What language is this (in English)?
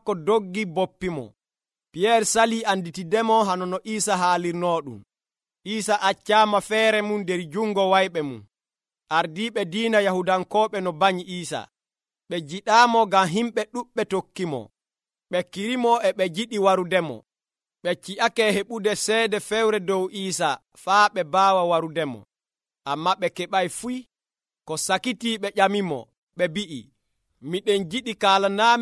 Nigerian Fulfulde